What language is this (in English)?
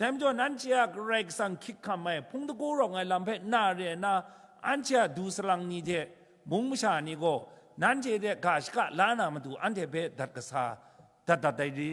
Kachin